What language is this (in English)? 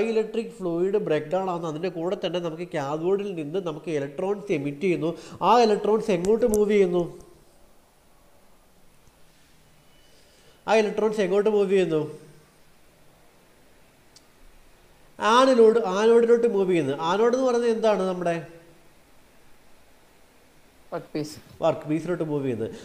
Malayalam